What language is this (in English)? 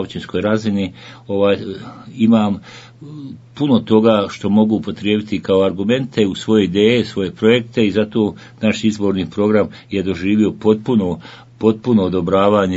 Bosnian